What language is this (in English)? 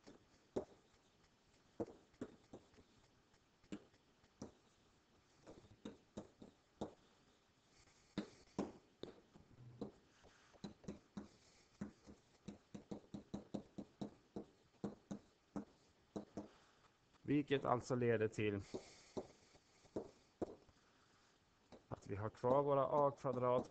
Swedish